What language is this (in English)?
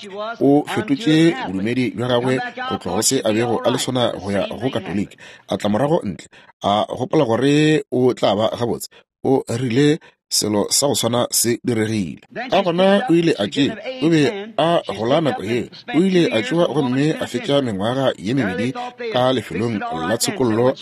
Northern Sotho